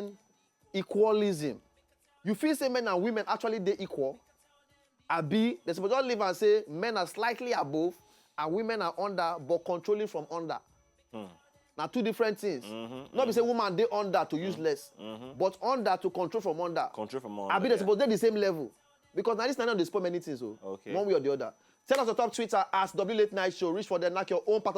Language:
Nigerian Pidgin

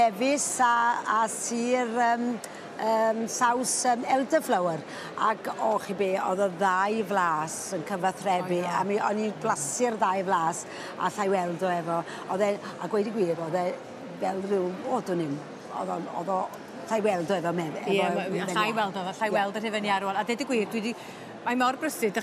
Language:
Welsh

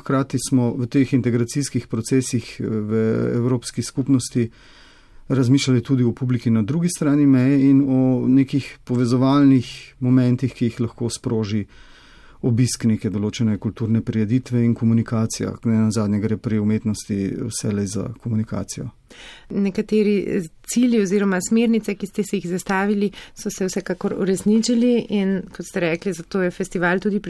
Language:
Slovenian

